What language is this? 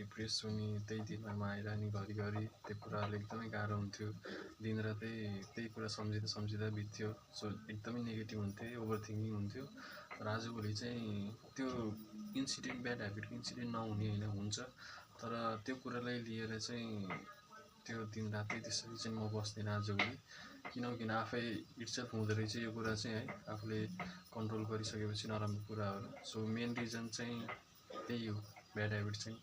Nepali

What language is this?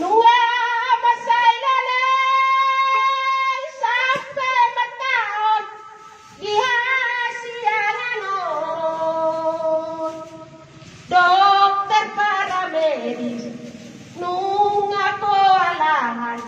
Batak Toba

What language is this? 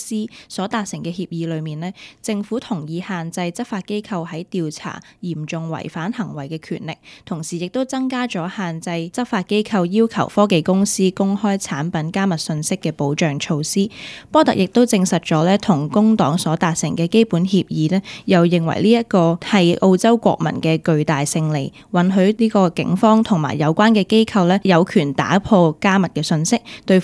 Cantonese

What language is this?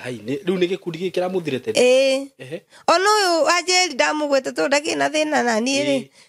Kikuyu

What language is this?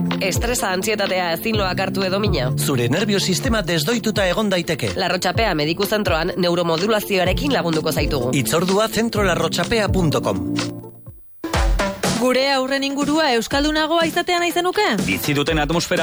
Basque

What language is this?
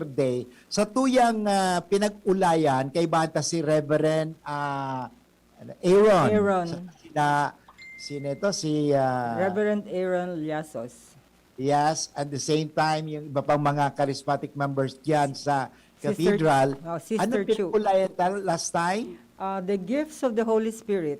Bikol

